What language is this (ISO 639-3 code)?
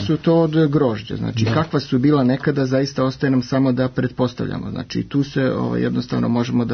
srp